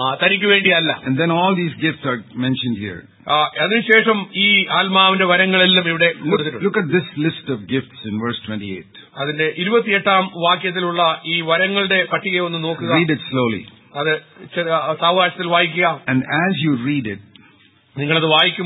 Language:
Malayalam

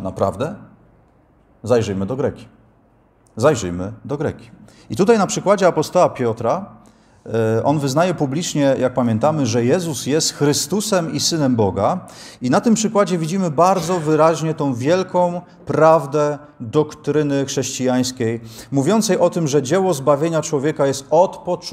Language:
Polish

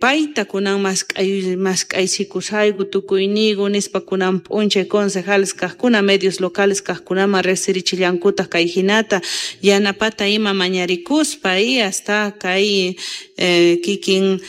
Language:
South Bolivian Quechua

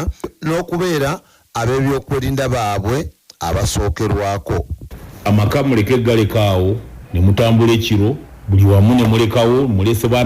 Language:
Ganda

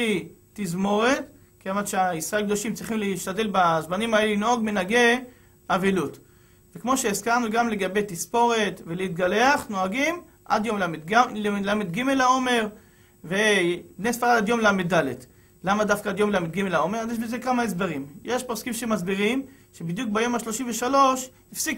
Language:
Hebrew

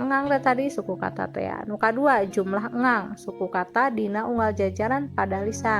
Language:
Sundanese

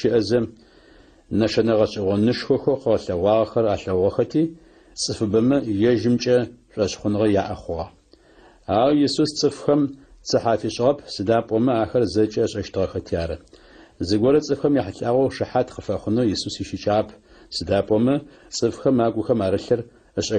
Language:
Adyghe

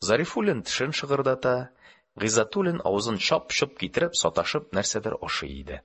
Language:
Tatar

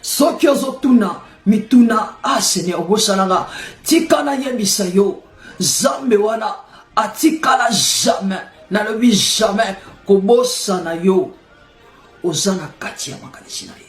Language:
Lingala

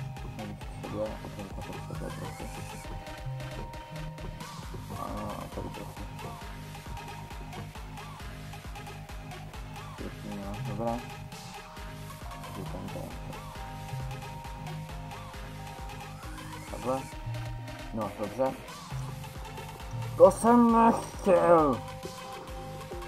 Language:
Czech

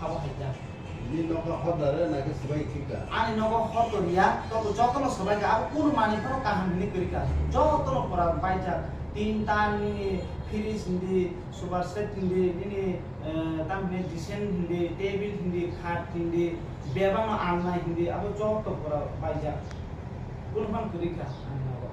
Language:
Kok Borok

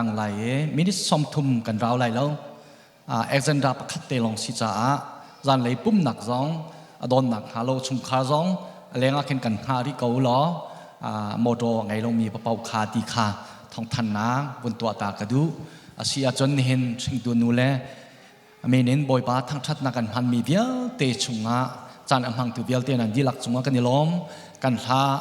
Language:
Hakha Chin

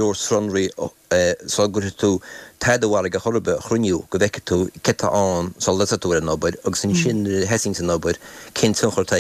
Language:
Irish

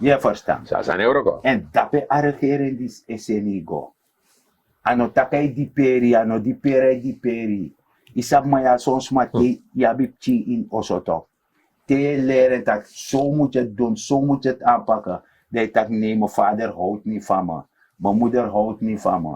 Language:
Sranan Tongo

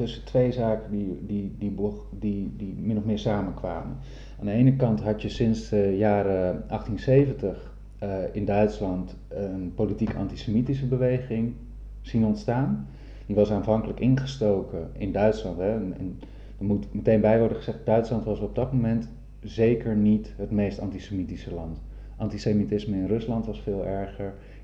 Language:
Dutch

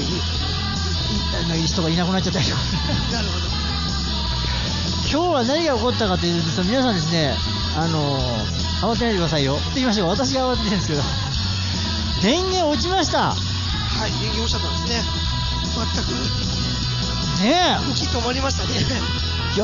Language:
Japanese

